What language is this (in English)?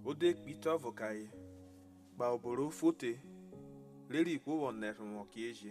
Urhobo